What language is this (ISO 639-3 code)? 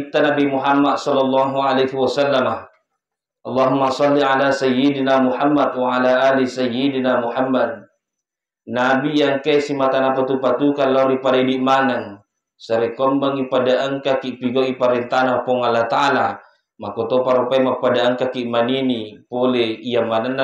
bug